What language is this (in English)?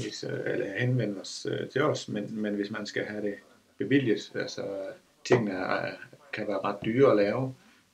Danish